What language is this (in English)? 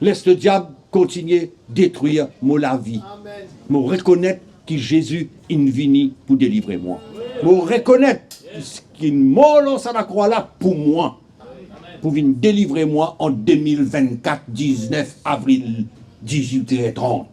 Morisyen